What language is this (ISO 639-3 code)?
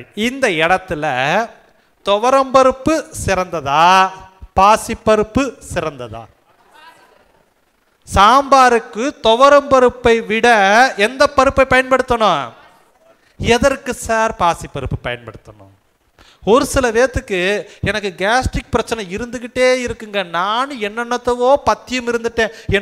tam